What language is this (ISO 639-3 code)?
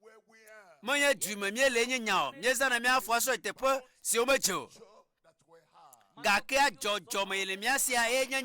ewe